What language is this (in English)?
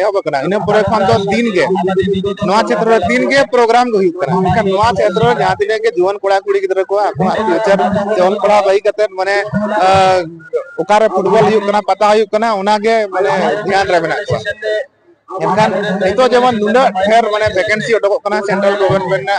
Santali